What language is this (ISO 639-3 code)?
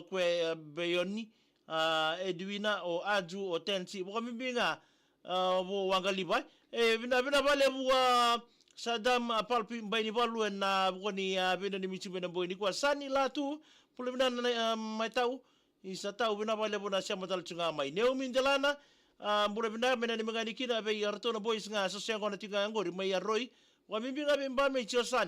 fij